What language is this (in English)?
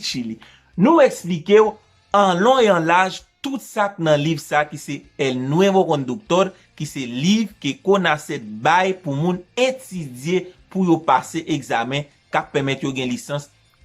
Haitian Creole